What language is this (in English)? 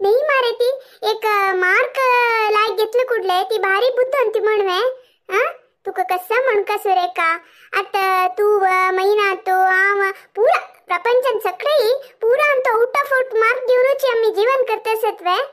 Konkani